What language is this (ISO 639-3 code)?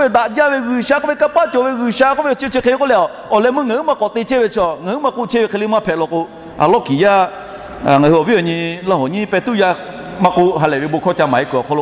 lhu